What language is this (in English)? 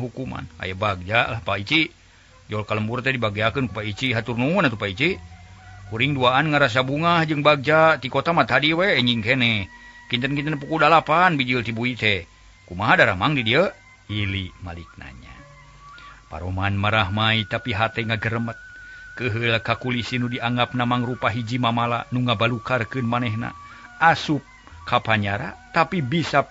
Sundanese